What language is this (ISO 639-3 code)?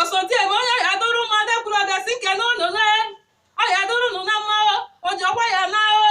ibo